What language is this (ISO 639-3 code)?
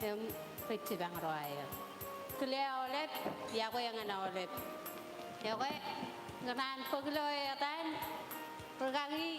mah